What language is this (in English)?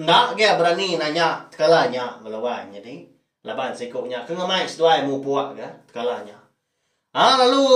Iban